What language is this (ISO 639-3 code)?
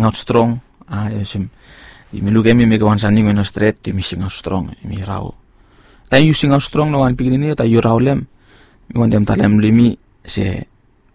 bis